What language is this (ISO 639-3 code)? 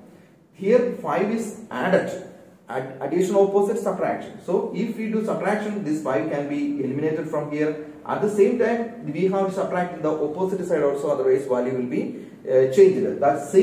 eng